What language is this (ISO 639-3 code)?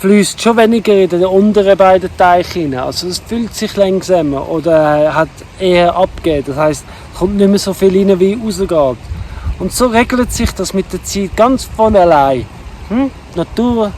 gsw